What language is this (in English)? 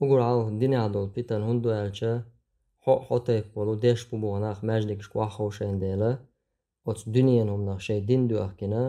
Chechen